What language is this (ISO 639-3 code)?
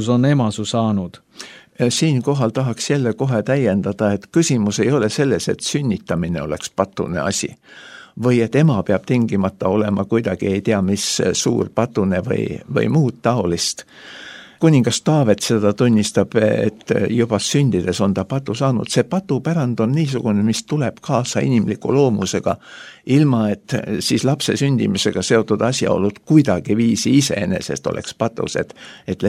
est